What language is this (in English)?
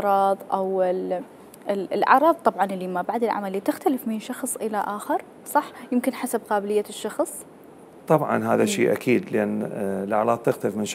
Mesopotamian Arabic